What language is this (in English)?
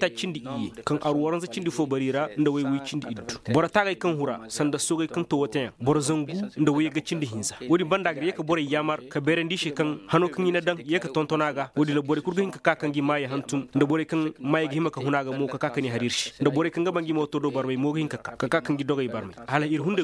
Koyraboro Senni